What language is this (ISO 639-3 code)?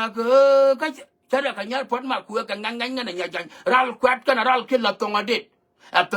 nus